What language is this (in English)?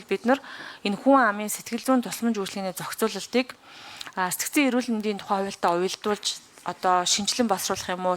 Mongolian